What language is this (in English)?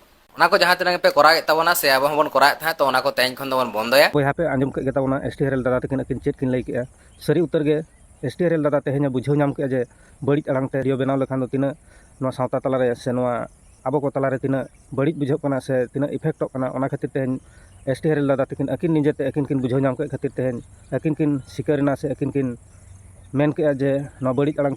Santali